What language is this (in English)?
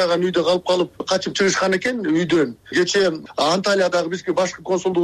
Kyrgyz